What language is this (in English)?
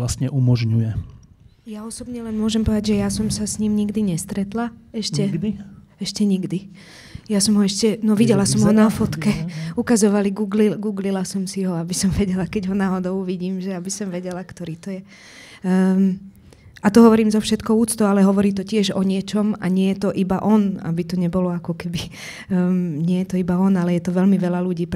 Slovak